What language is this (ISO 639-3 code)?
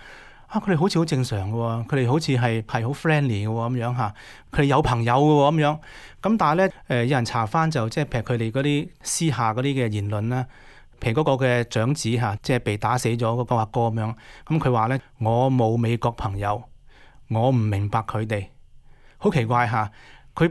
yue